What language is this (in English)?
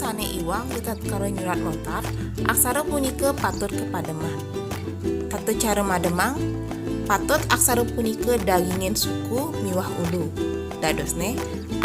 Balinese